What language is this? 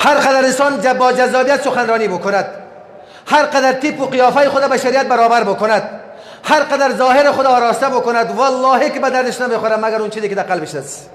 Persian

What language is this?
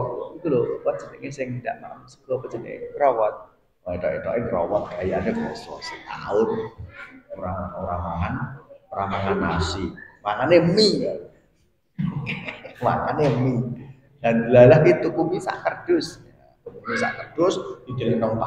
Javanese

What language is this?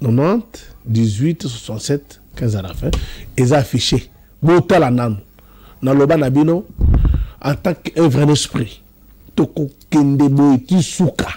Lingala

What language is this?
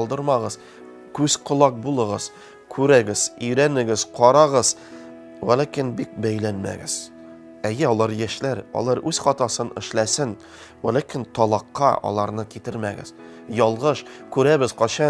Tatar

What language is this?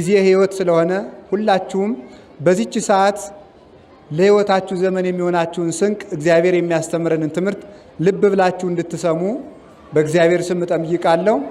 Amharic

